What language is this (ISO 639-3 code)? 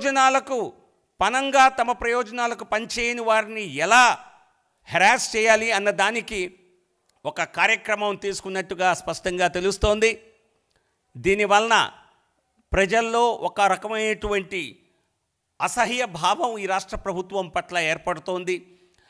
tel